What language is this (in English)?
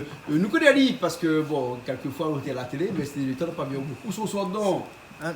Réunion Creole French